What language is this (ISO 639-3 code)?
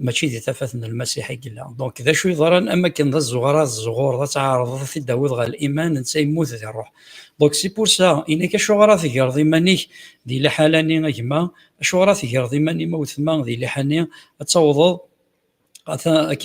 kab